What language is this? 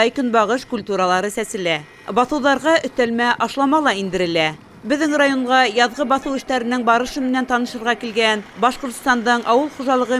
Bashkir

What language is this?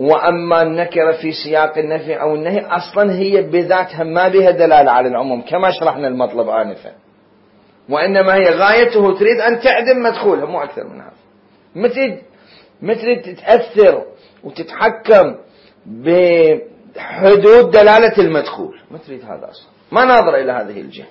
Mesopotamian Arabic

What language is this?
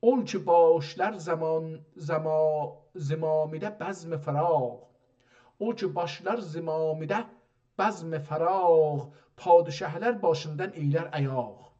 South Azerbaijani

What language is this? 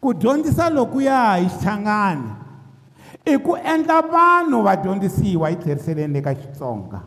Tsonga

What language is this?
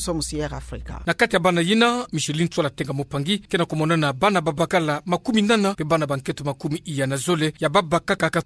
Kituba (Democratic Republic of Congo)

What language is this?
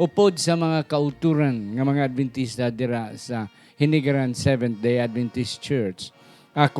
Hiligaynon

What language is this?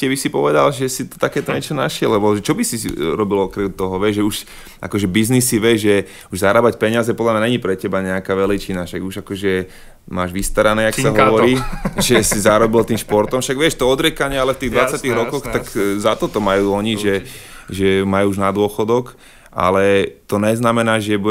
Slovak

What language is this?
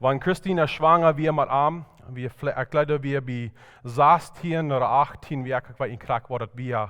Plautdietsch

